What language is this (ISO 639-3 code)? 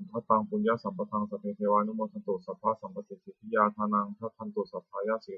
pli